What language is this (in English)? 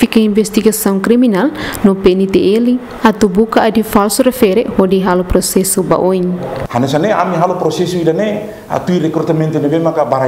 Tetum